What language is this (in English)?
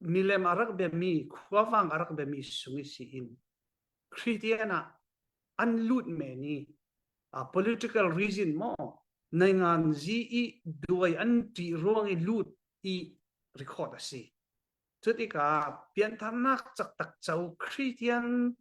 Falam Chin